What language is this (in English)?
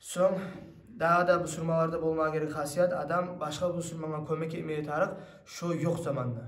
Kumyk